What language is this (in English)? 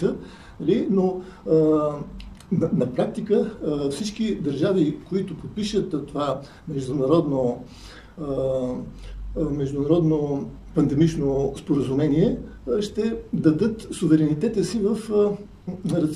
Bulgarian